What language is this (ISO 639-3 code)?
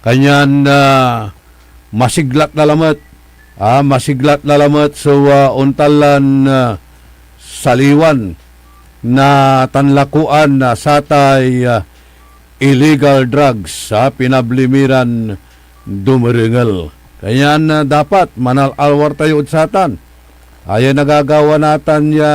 pag